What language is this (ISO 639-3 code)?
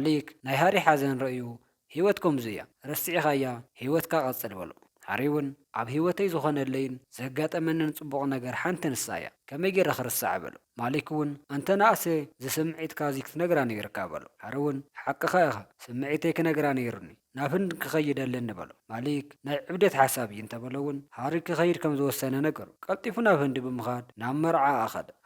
tir